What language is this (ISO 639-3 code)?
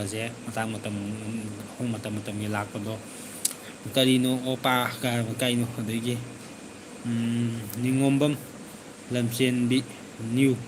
mni